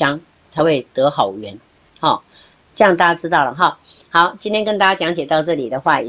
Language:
Chinese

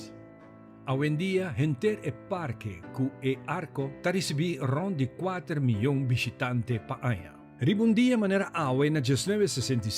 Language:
Papiamento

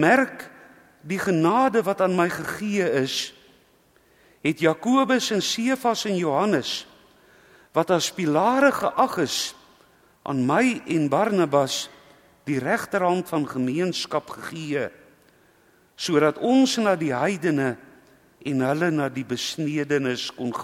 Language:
Afrikaans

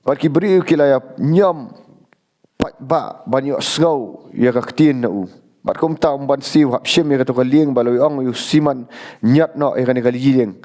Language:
Khasi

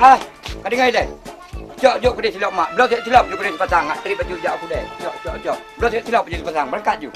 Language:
Achinese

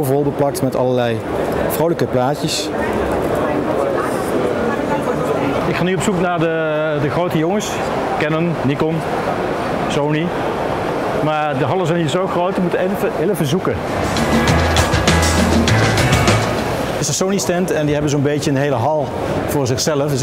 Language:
Dutch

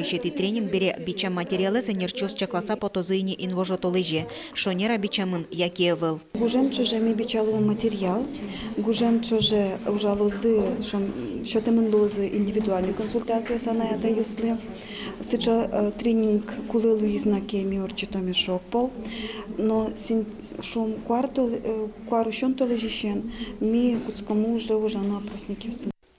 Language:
Udmurt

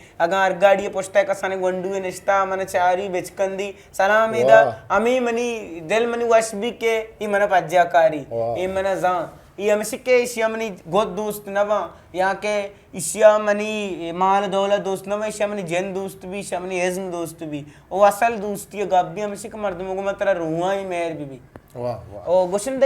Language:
Eastern Balochi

